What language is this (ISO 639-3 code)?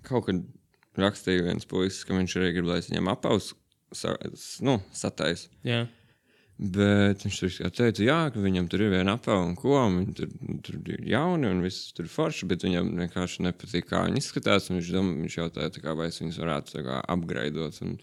lav